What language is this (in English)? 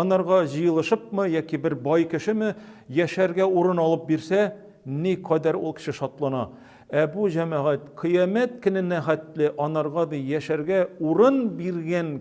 Tatar